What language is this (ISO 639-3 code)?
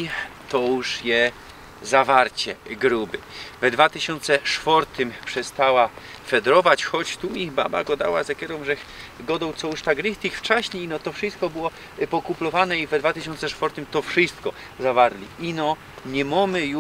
szl